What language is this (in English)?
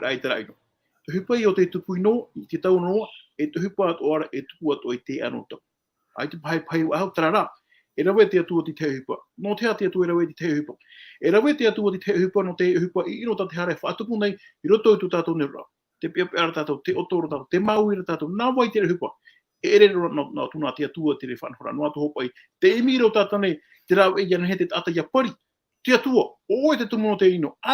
Tahitian